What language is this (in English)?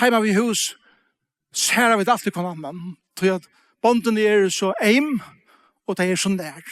Faroese